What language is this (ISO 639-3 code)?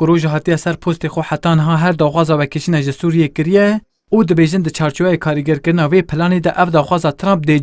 kur